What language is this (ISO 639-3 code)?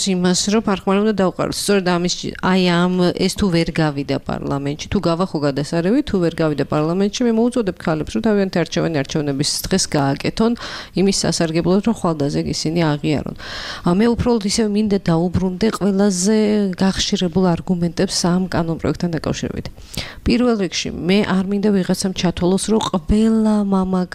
kat